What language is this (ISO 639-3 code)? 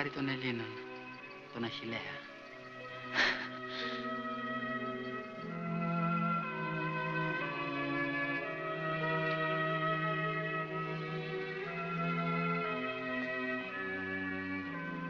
ell